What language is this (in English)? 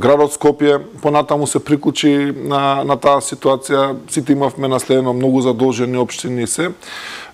Macedonian